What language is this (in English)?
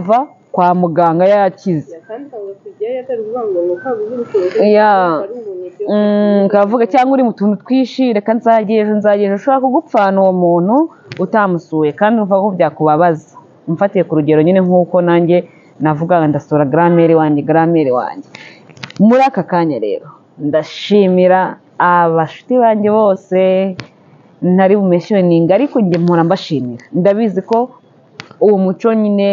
Kinyarwanda